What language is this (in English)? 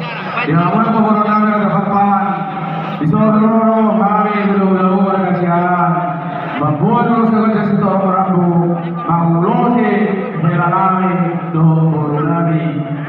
Batak Toba